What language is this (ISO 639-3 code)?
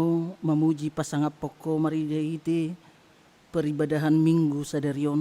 bbc